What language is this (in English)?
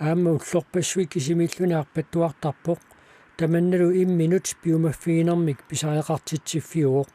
Kalaallisut